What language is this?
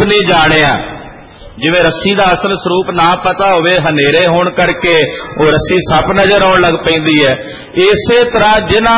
Punjabi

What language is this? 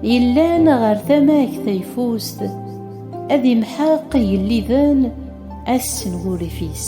Kabyle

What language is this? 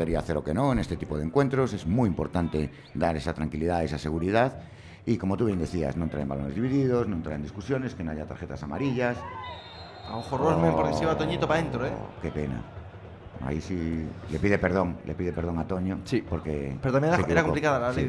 Spanish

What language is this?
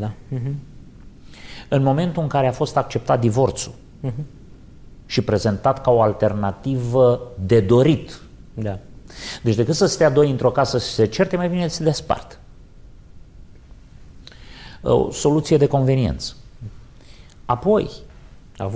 Romanian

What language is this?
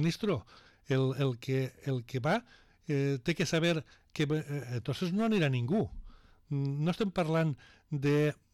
Catalan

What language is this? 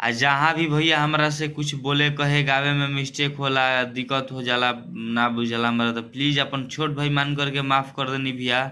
Bhojpuri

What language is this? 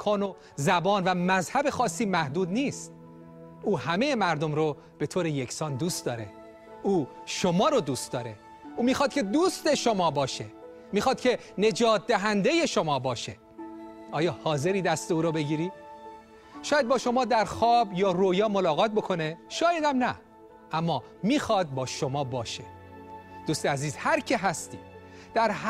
Persian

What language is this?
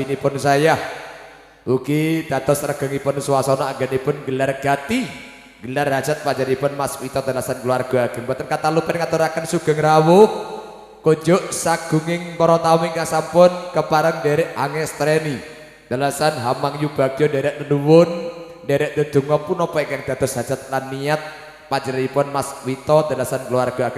Javanese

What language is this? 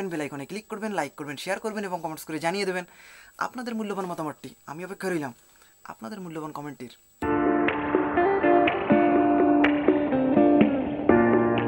Bangla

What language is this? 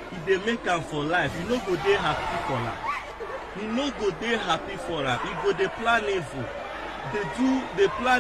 Nigerian Pidgin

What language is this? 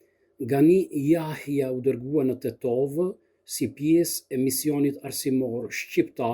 Albanian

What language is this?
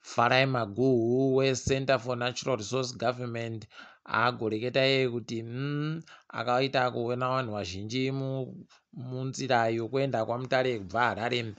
Ndau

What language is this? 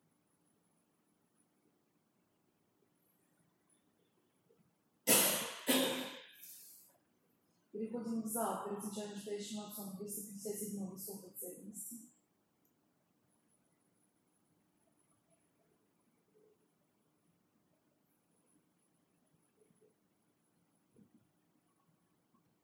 Russian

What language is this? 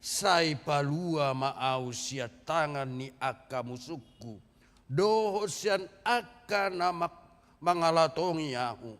Batak Toba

